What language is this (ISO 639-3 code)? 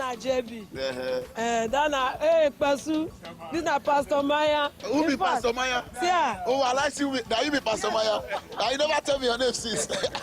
pcm